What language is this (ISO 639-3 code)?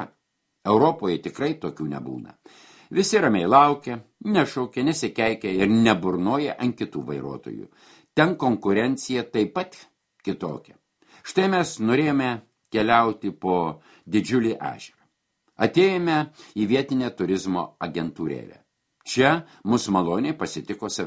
lit